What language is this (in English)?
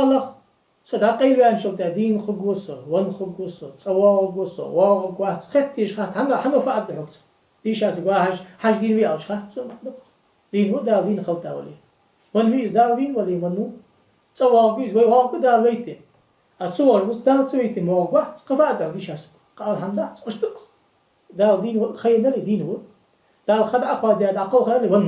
Ingush